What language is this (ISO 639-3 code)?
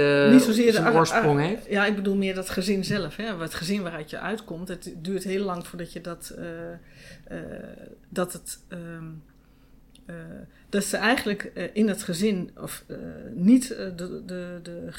nld